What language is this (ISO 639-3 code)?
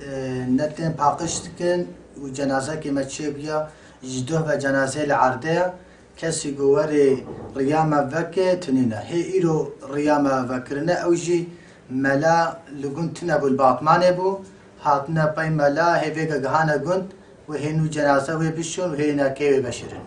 kur